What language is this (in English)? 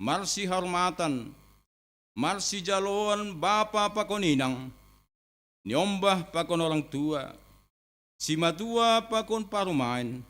Batak Simalungun